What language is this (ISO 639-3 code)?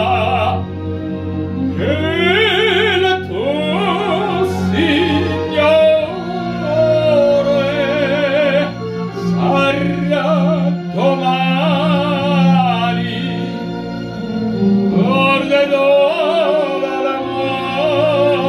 ita